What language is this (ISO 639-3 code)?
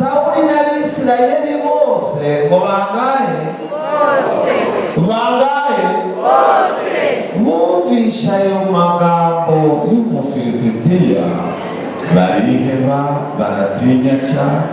kin